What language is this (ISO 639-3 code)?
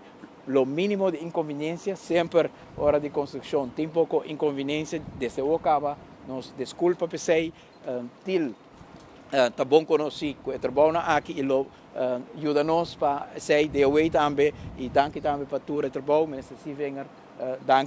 pap